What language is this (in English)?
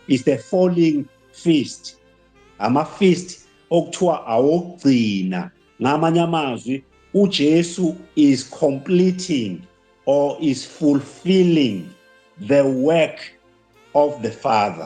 Zulu